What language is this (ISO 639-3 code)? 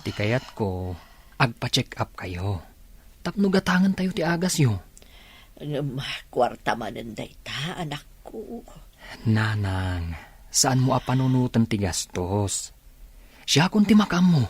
ilo